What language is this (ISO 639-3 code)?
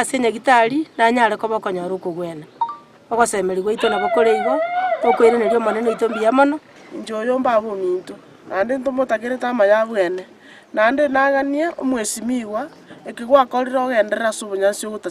guz